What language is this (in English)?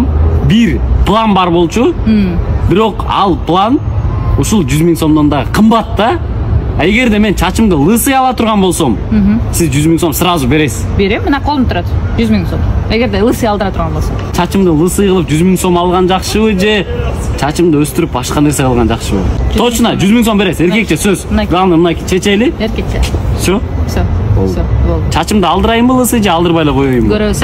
Kyrgyz